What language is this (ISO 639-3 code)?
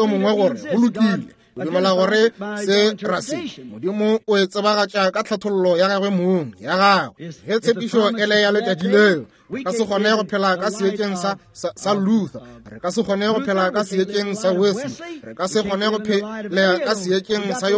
nso